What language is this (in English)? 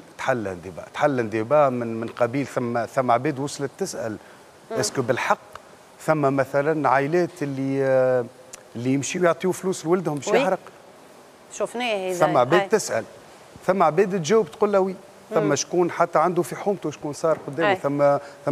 Tunisian Arabic